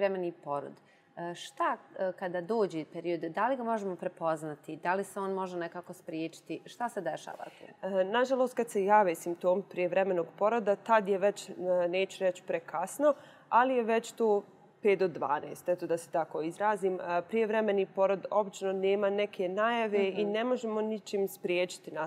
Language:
Bosnian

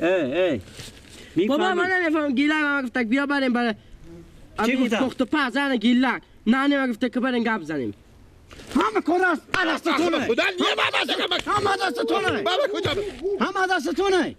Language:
Persian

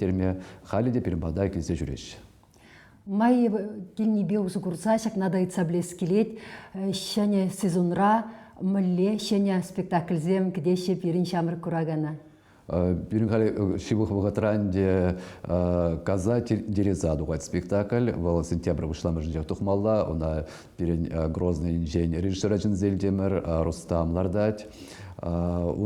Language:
Chuvash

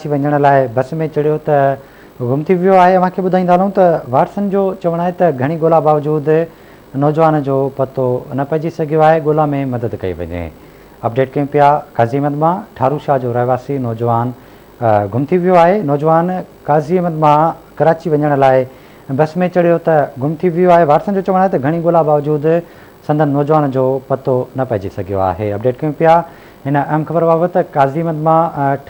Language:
Sindhi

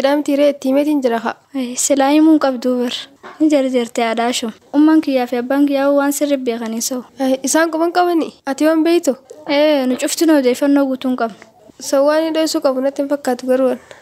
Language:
Oromo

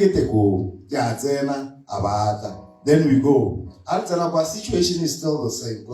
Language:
Tswana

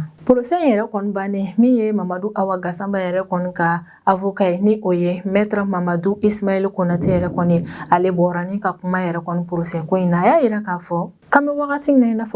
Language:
Bambara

